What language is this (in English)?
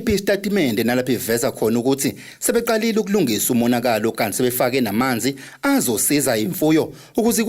Zulu